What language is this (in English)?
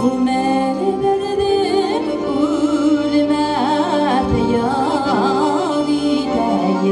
Bashkir